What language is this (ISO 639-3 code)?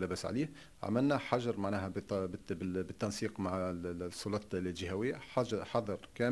aeb